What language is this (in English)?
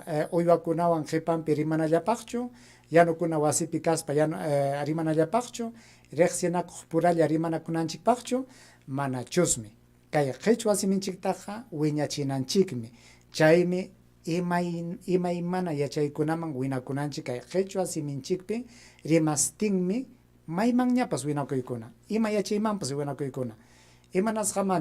Ayacucho Quechua